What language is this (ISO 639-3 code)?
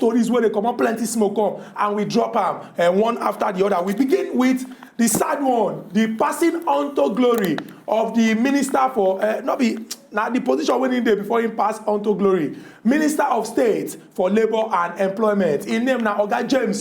pcm